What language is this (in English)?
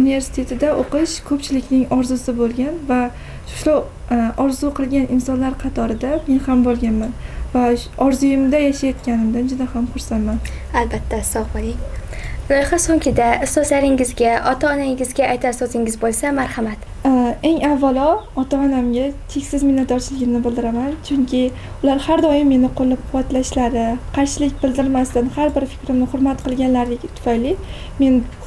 Uzbek